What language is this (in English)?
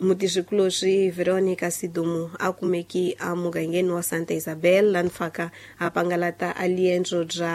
Tsonga